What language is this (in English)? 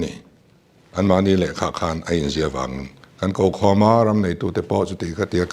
Mizo